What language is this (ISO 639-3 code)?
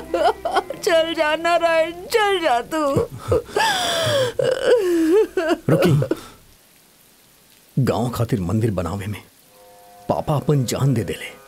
bho